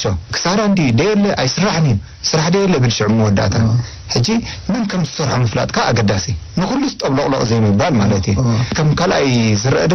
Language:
Tigrinya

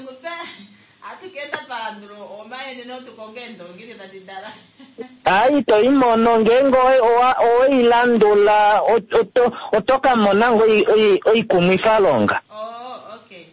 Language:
Kuanyama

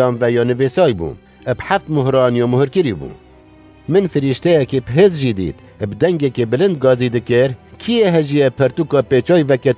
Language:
Kurdish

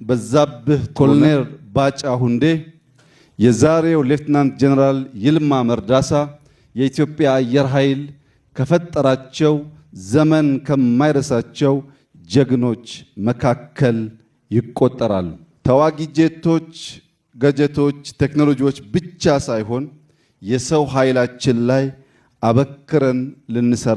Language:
Amharic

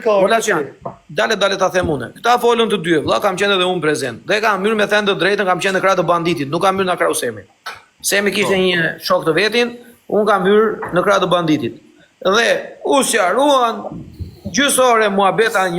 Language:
Albanian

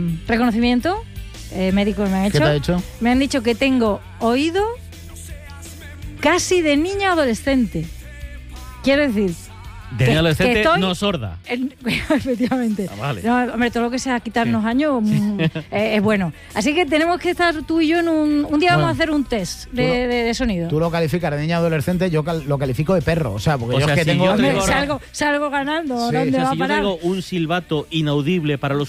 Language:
Spanish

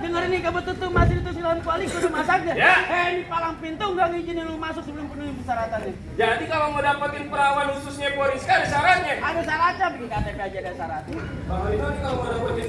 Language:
Betawi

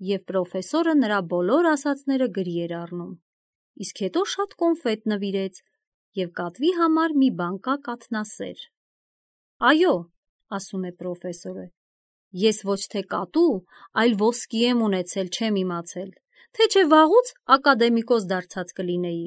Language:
Armenian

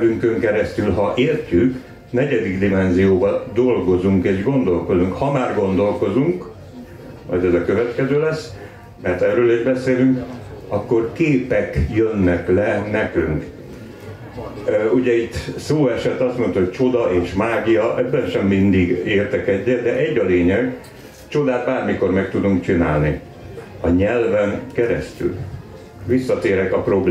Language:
Hungarian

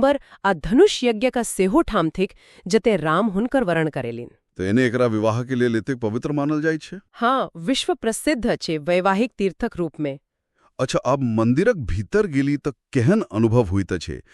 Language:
Maithili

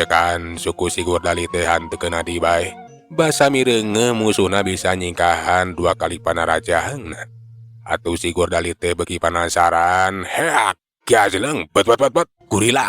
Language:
Sundanese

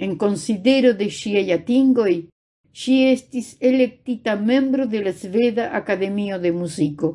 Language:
Esperanto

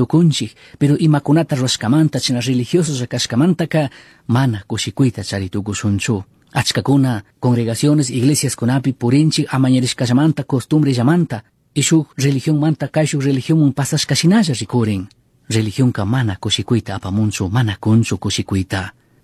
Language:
Chimborazo Highland Quichua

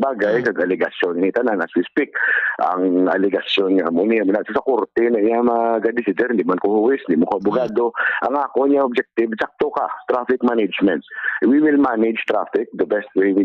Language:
Hiligaynon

